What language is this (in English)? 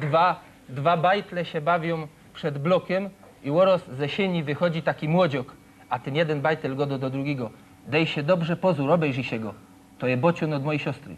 Silesian